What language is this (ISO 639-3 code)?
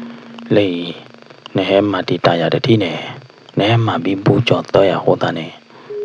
ksw